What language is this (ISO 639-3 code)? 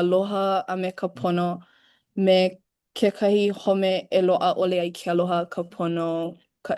haw